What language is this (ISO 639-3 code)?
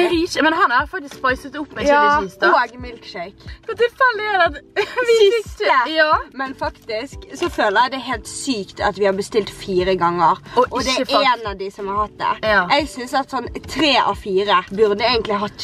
nor